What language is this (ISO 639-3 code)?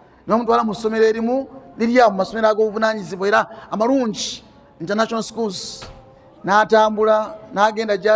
lug